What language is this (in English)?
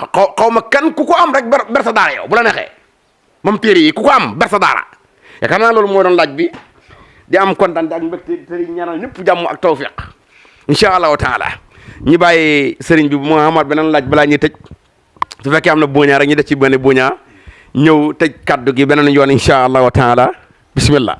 Wolof